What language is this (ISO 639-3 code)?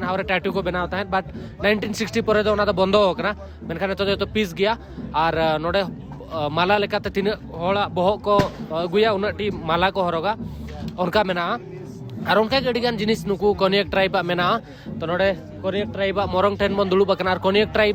sat